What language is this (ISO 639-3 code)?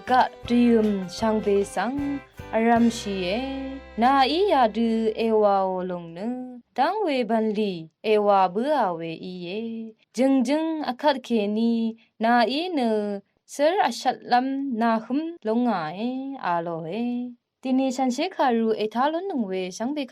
raw